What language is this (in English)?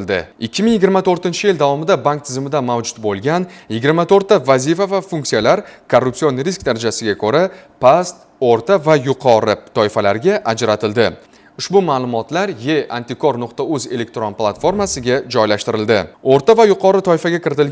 Uzbek